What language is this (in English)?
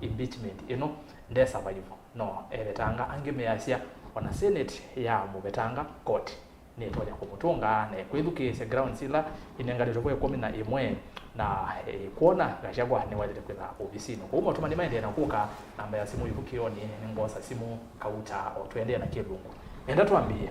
Kamba